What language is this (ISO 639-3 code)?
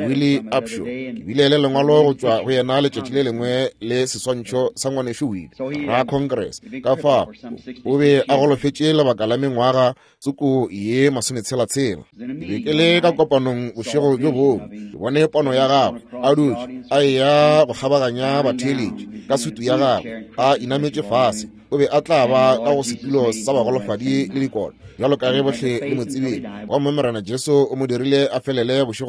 nso